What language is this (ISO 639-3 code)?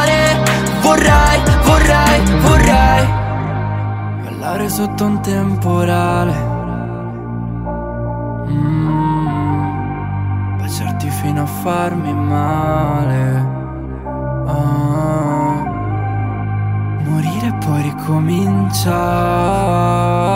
ita